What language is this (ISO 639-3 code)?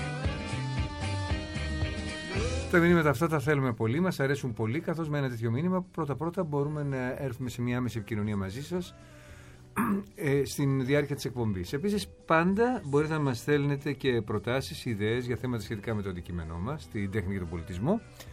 ell